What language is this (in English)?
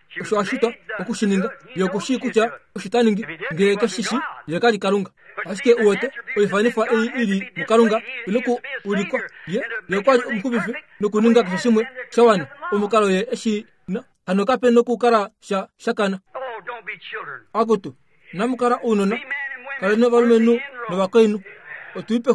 Kuanyama